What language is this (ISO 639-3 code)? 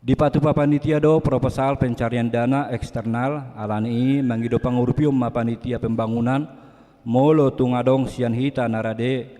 bbc